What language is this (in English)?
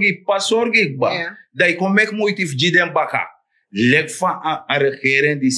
Sranan Tongo